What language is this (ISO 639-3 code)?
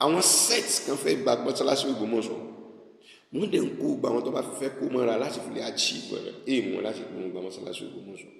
yor